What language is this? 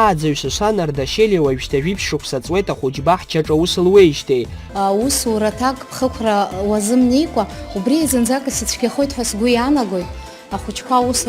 Abkhazian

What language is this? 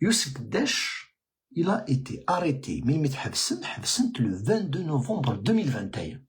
Kabyle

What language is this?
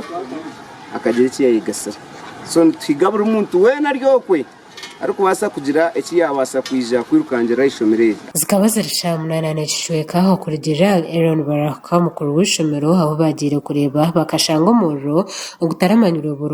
Nyankole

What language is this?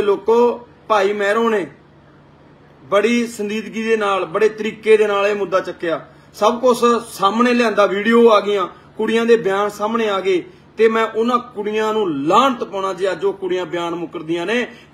Punjabi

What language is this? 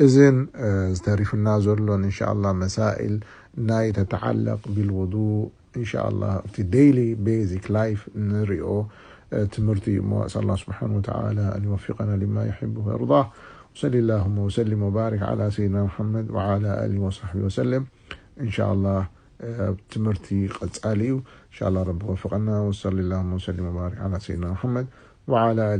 Tigrinya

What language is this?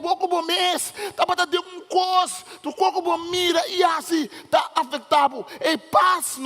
Papiamento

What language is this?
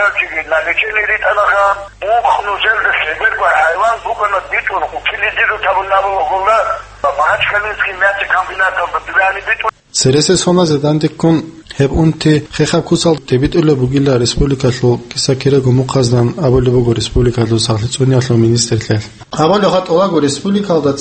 Avaric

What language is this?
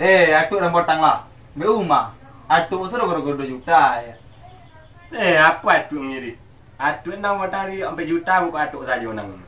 Minangkabau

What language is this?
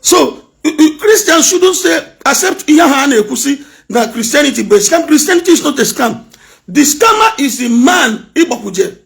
Igbo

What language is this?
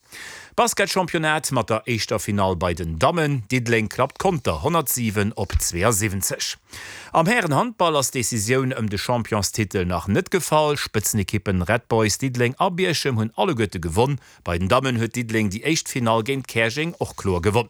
Luxembourgish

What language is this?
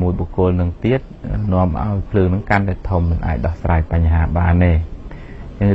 Khmer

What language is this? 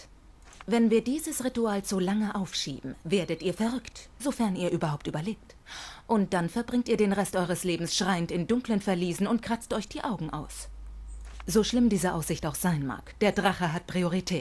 Swiss German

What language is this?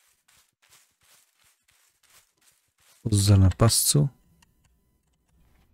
Slovak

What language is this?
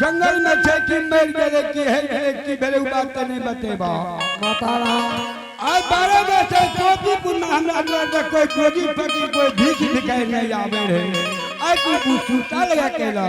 Angika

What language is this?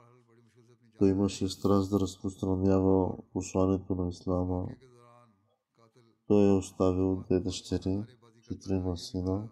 Bulgarian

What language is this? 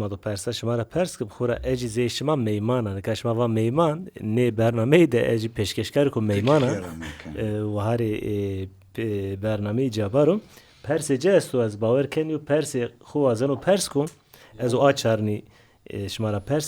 Zaza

